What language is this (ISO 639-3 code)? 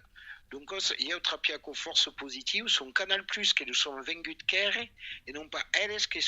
oci